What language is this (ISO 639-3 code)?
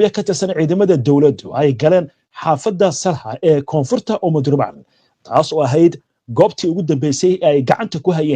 som